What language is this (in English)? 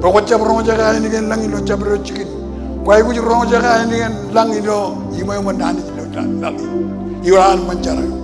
Marshallese